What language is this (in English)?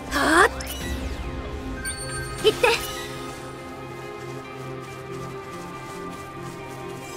Japanese